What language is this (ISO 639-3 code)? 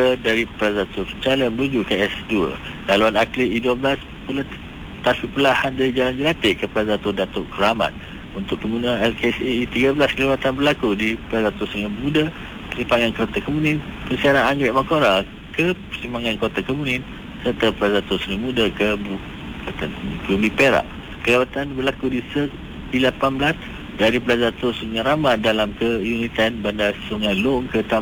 msa